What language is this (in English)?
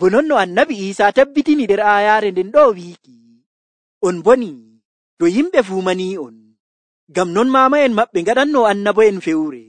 Nigerian Fulfulde